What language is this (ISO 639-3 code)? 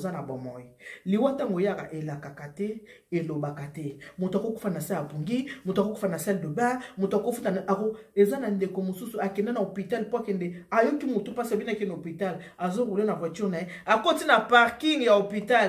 lin